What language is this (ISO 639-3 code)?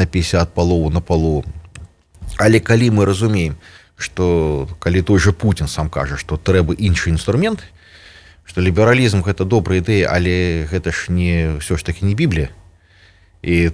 bel